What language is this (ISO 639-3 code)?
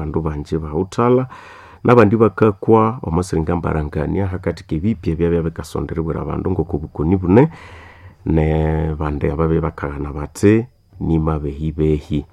nnb